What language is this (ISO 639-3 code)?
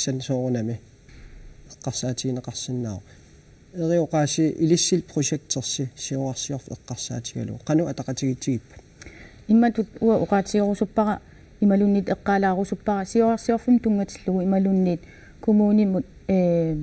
kal